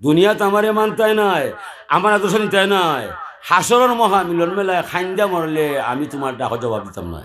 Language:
Sylheti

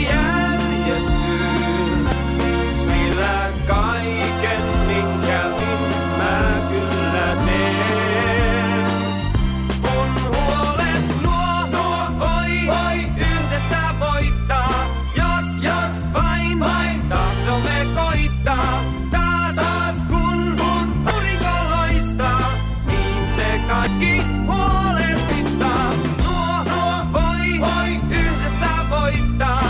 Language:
Finnish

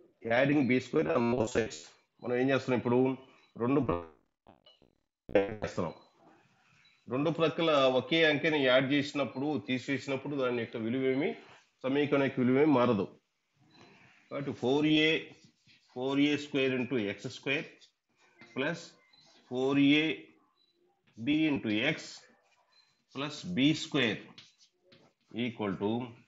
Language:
Telugu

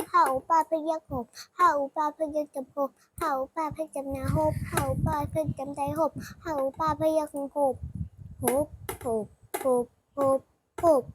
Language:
Shan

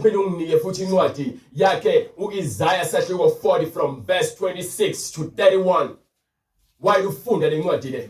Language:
Zulu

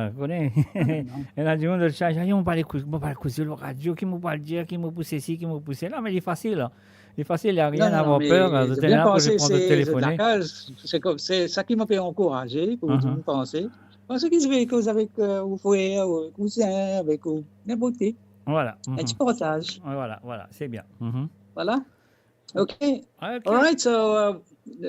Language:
Morisyen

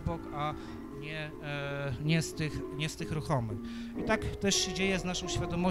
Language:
Polish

